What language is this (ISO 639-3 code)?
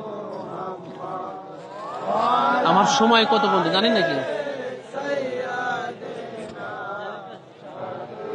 ben